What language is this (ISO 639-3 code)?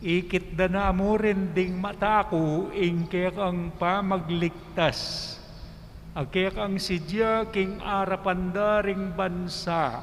pam